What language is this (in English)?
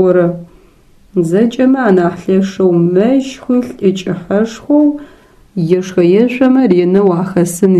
Adyghe